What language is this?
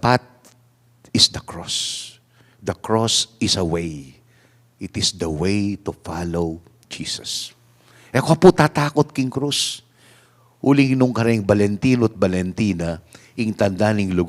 Pampanga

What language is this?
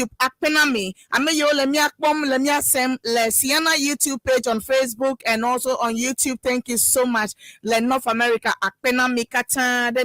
Ewe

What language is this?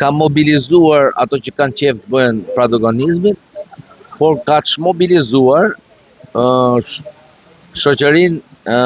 Albanian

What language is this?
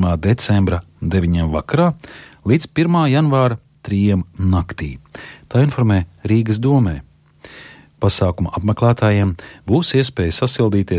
Latvian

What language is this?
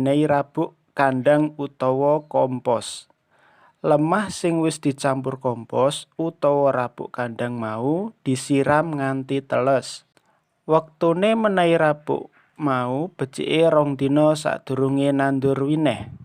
Javanese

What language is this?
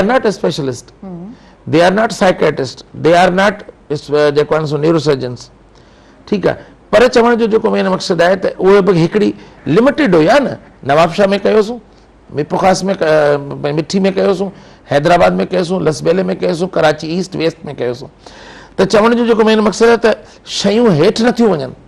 Sindhi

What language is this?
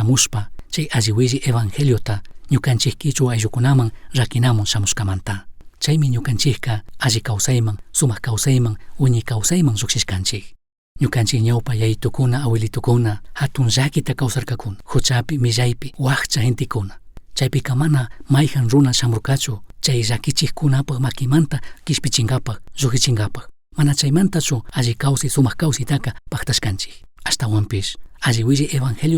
Chimborazo Highland Quichua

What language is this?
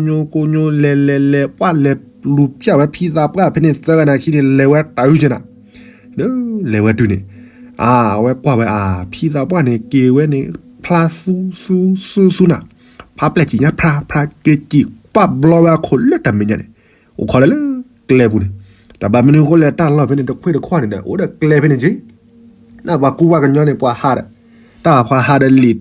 S'gaw Karen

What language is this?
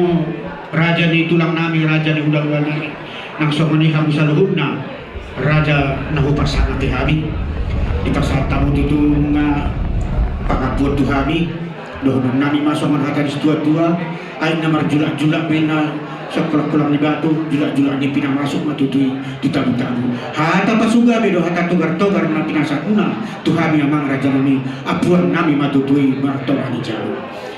Batak Toba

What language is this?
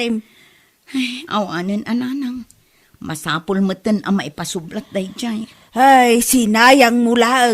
Iloko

